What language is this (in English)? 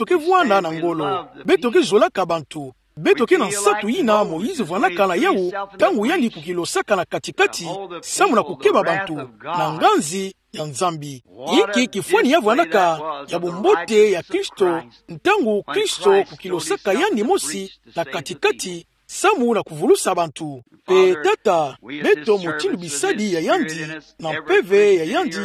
Kituba (Democratic Republic of Congo)